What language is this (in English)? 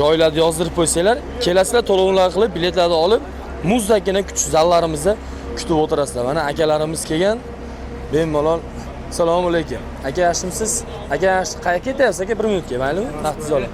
Uzbek